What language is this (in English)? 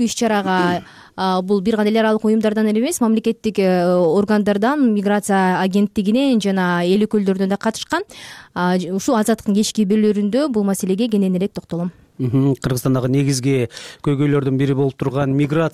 Kyrgyz